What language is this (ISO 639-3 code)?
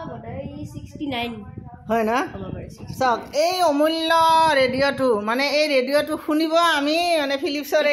asm